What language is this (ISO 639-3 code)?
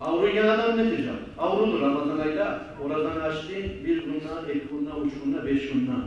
kum